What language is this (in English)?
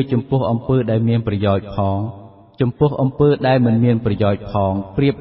Khmer